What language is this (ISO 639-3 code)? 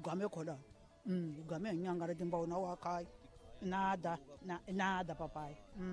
tso